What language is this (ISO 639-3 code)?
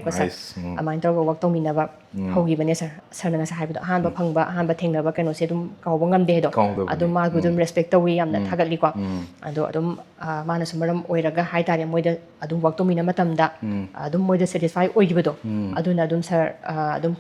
mni